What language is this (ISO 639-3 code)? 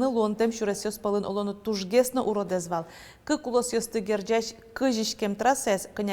udm